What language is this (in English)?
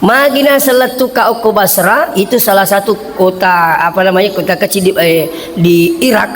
Buginese